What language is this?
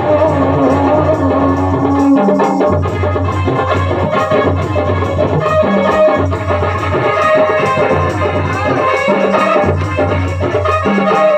Chhattisgarhi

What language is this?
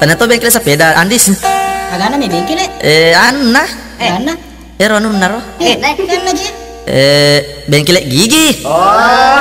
Buginese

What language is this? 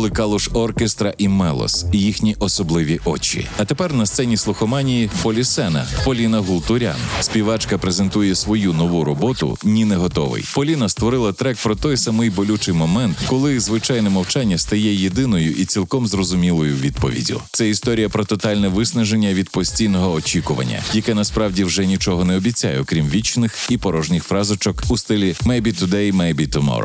Ukrainian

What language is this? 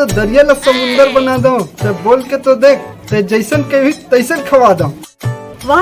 Chhattisgarhi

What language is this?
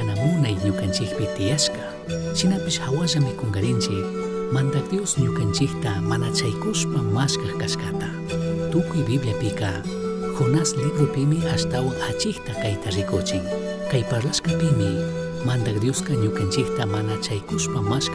Chimborazo Highland Quichua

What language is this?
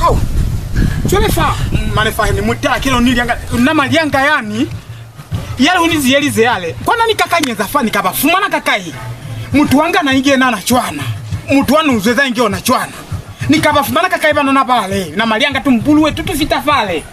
Lozi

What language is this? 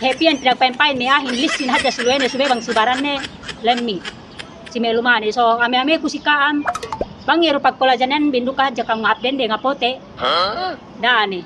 Yakan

